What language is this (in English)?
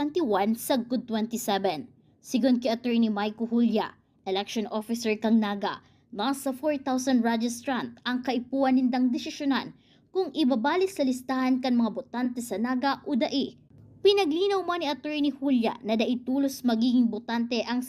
Bikol